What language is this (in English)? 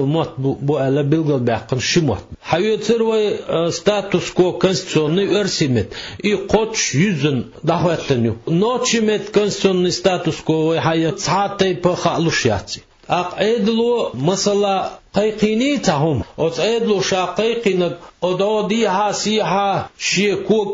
Chechen